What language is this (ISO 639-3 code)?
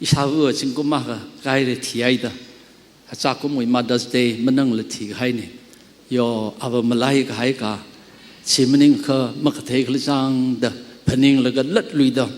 nmf